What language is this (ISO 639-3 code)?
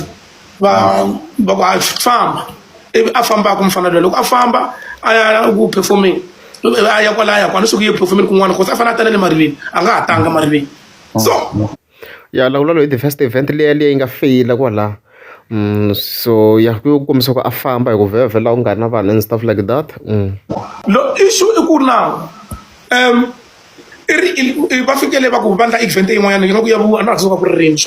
tso